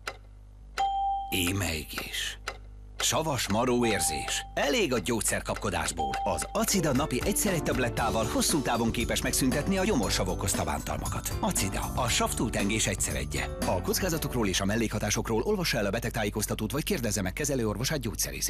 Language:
Hungarian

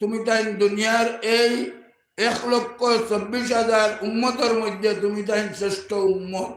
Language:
Sylheti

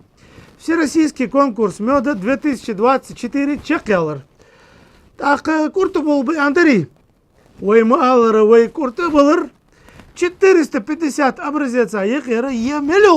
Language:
Ingush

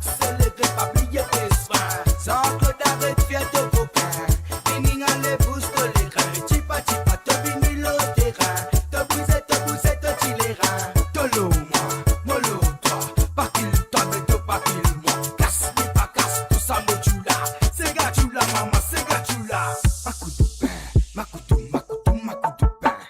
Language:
Morisyen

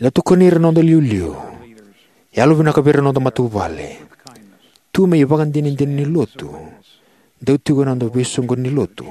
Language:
Fijian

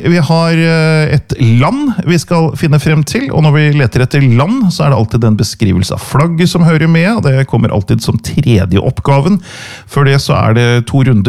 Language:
Norwegian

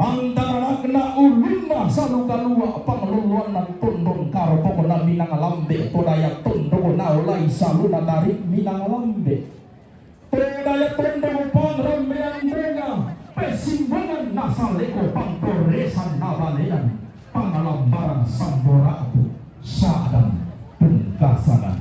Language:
Toraja-Sa'dan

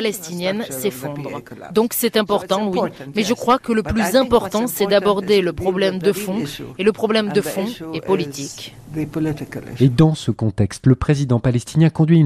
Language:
French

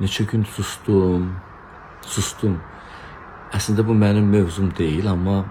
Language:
Azerbaijani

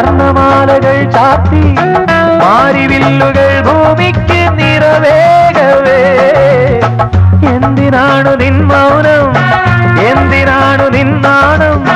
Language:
Malayalam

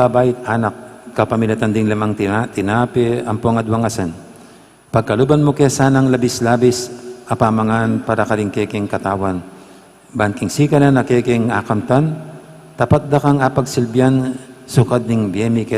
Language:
Pampanga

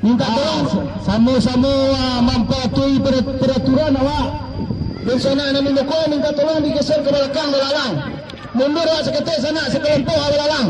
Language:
Minangkabau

